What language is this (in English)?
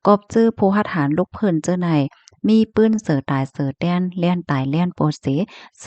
Shan